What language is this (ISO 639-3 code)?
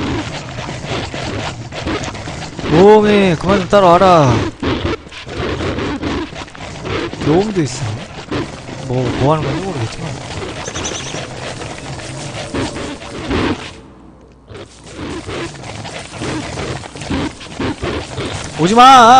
kor